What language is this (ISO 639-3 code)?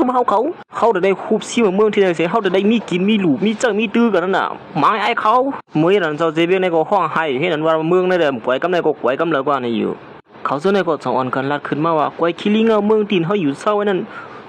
shn